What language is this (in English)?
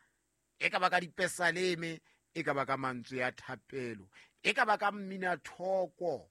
Southern Sotho